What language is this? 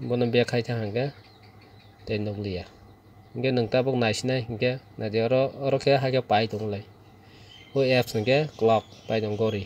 Kok Borok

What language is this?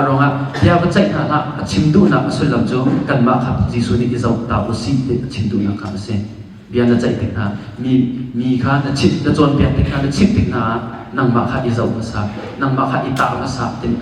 Hakha Chin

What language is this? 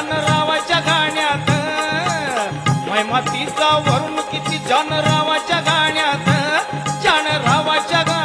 Marathi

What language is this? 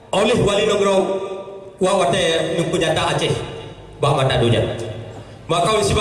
Achinese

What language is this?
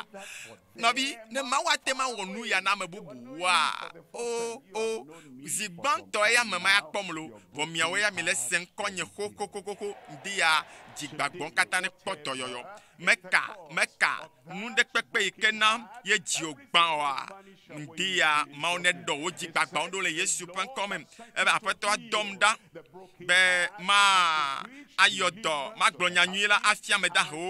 Ewe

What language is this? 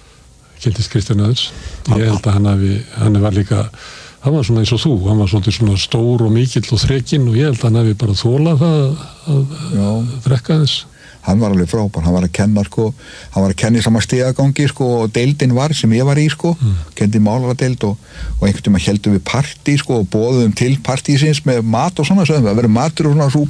Icelandic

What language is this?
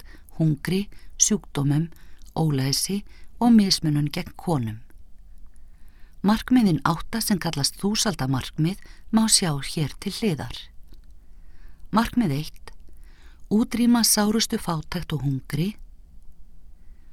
Icelandic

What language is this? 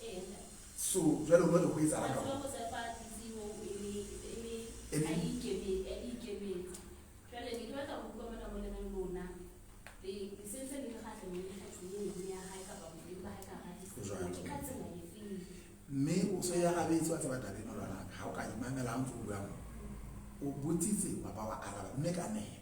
Southern Sotho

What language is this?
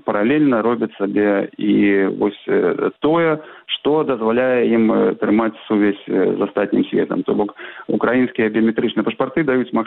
Belarusian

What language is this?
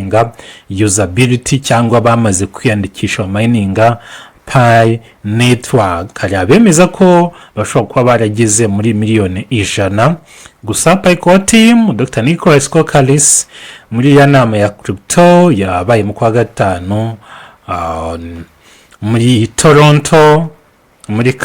Kinyarwanda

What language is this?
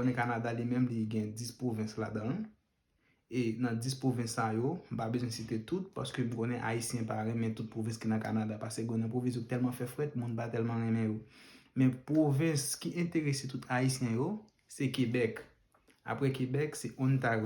Haitian Creole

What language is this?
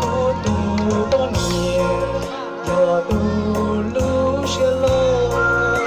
Hmong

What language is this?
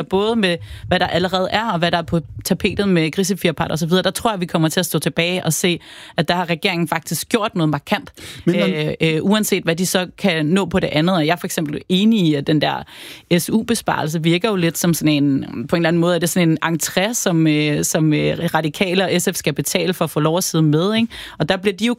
Danish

